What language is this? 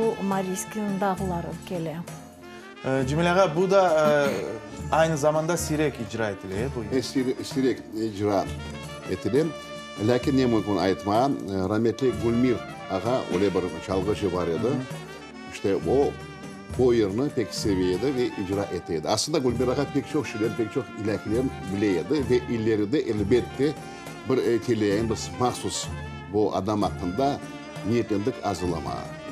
Crimean Tatar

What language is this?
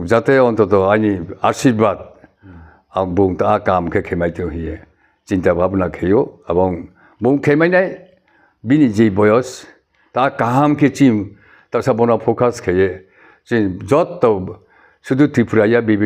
Riang (India)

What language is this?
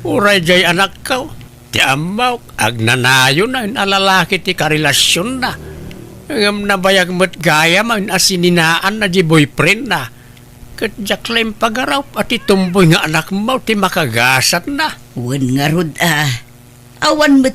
Iloko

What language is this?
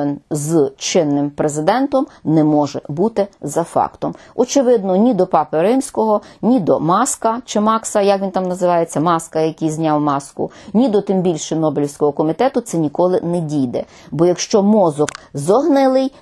Ukrainian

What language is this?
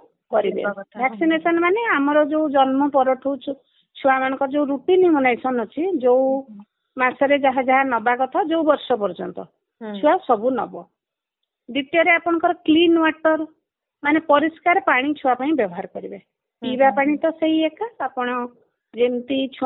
Odia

